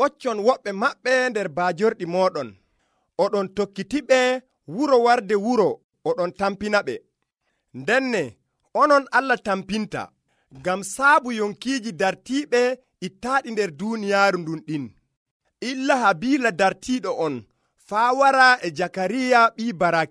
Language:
Nigerian Fulfulde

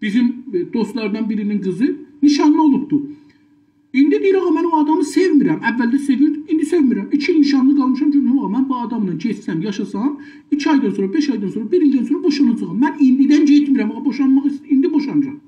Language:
South Azerbaijani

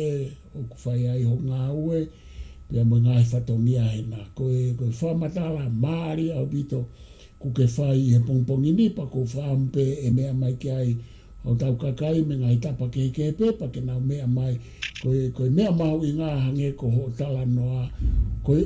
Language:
Tongan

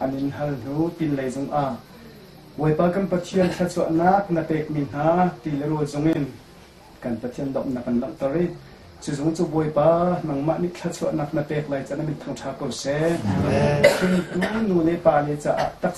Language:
Hakha Chin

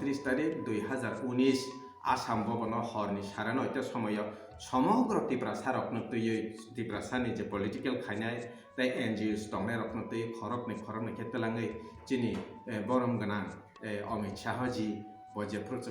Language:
Kok Borok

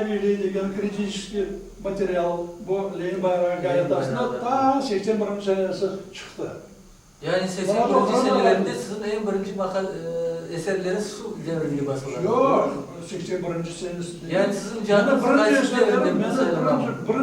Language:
Crimean Tatar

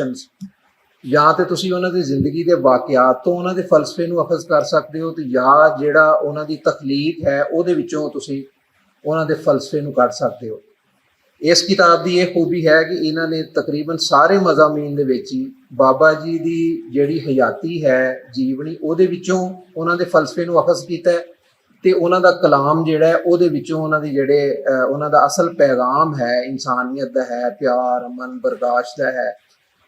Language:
Western Panjabi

